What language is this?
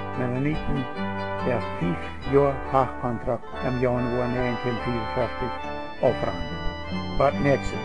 Plautdietsch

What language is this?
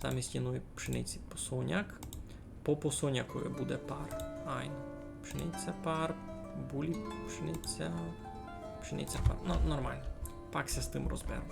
Rusyn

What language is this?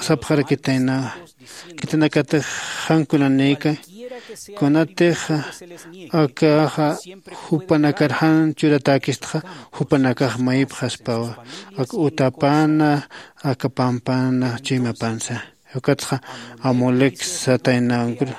Aymara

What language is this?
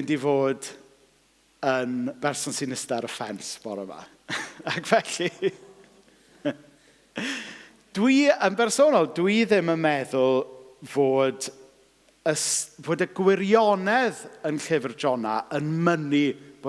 Welsh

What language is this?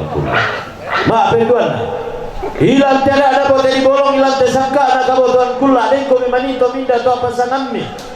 Toraja-Sa'dan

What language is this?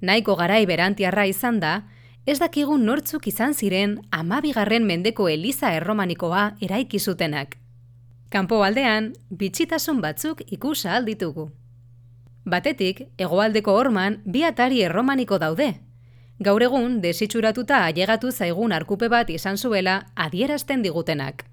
Basque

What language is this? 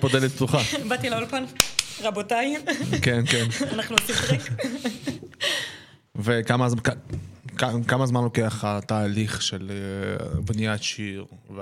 Hebrew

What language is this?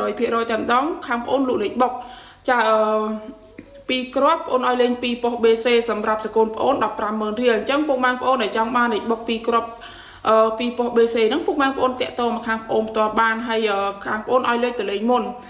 Khmer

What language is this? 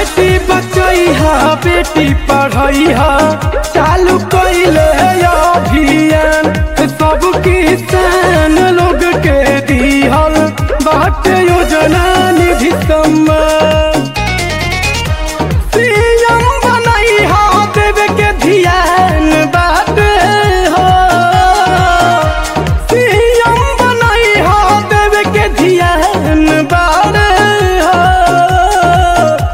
Bhojpuri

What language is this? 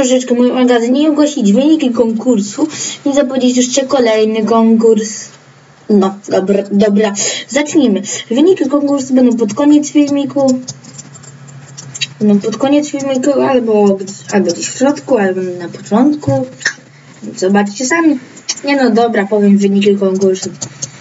Polish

